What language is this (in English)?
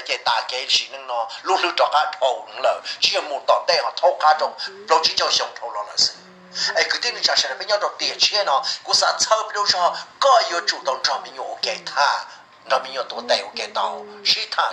Hmong